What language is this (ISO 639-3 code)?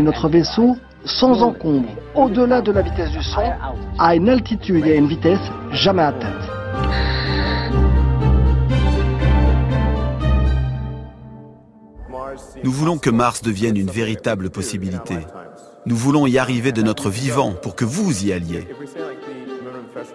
fra